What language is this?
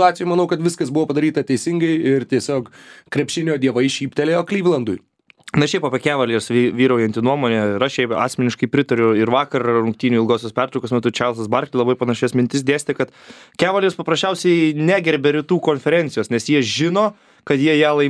Lithuanian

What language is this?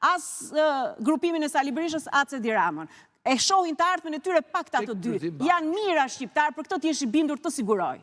Albanian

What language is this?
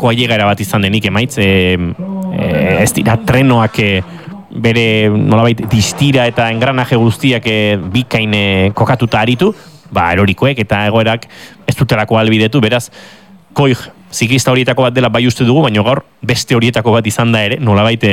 Basque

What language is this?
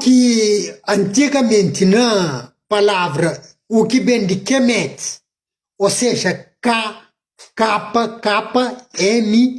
Kabuverdianu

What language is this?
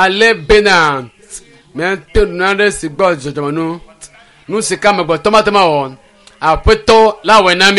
Ewe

